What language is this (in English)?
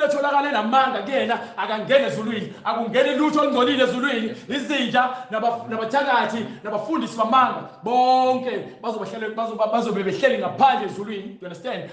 Zulu